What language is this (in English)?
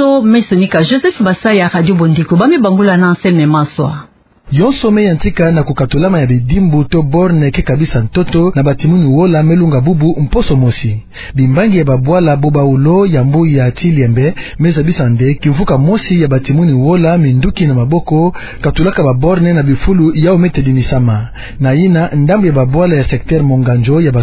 Kituba (Democratic Republic of Congo)